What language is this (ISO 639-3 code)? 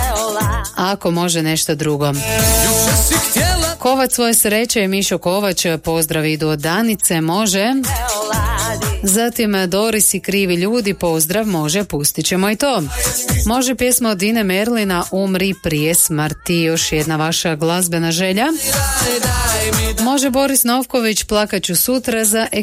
hrv